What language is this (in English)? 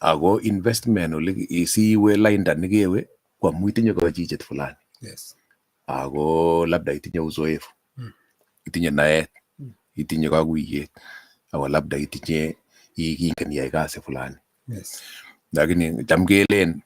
Kalenjin